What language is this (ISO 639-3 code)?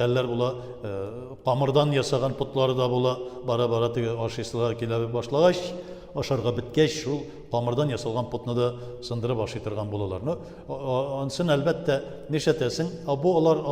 tat